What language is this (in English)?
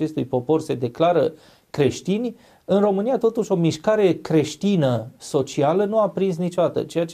Romanian